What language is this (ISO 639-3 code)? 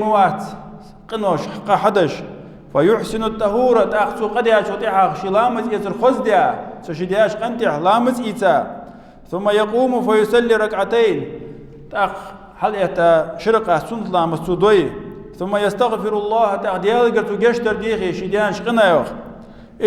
inh